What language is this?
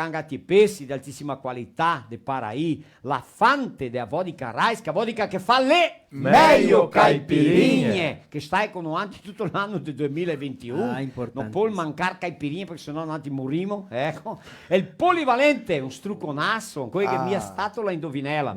Venetian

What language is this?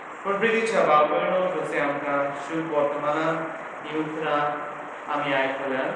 Konkani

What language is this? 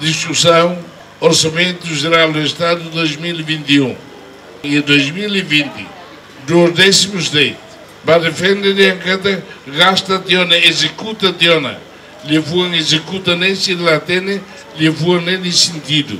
Tetum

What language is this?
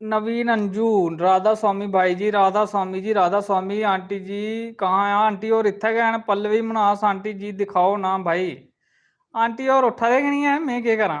Dogri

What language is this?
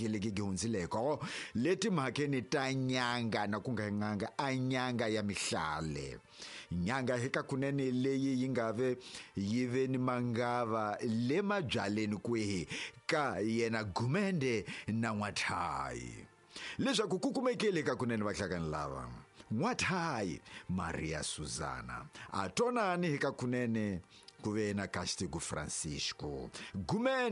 Tsonga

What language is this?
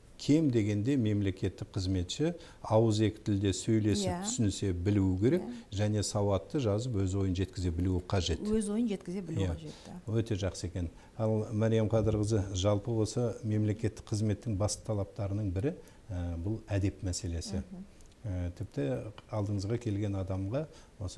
Kazakh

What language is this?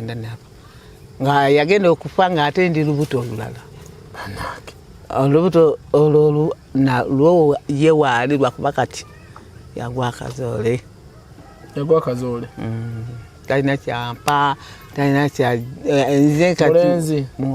Ganda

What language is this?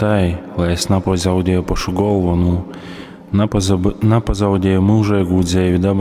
Latgalian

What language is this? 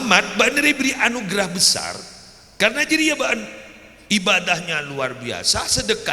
Madurese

